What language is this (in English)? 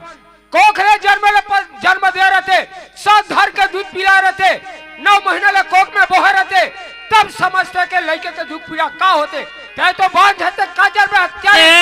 Chhattisgarhi